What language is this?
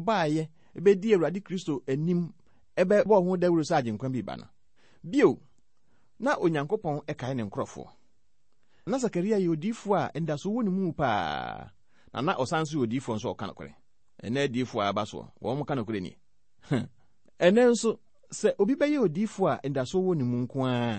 Akan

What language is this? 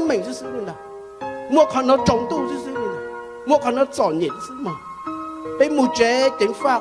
Hmong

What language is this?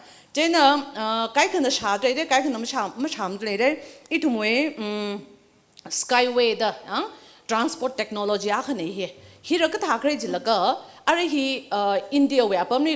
Tangkhul Naga (India)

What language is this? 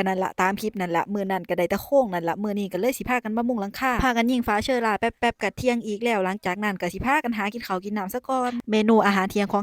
Lao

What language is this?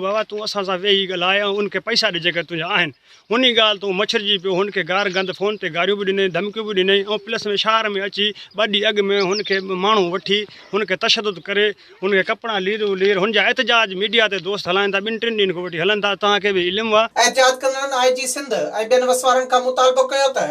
Sindhi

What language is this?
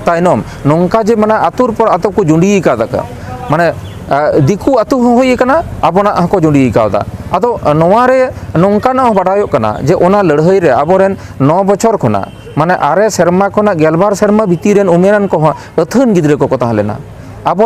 Santali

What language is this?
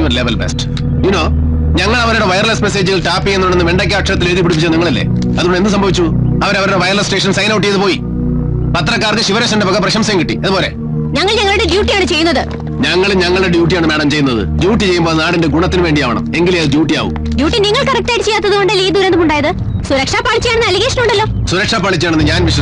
Malayalam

